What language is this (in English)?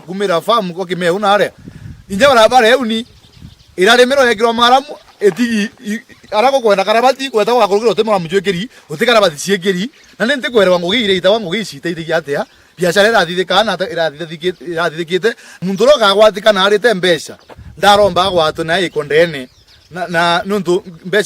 Meru